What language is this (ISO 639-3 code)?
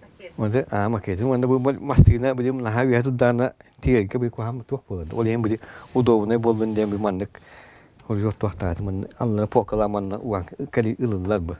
sah